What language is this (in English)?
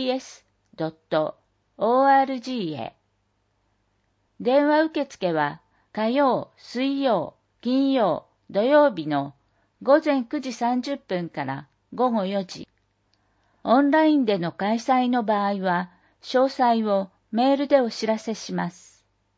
Japanese